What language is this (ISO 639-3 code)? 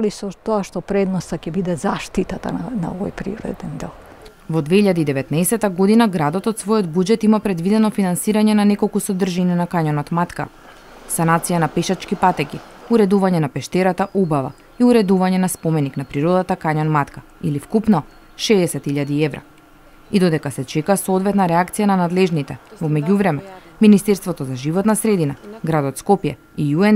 mkd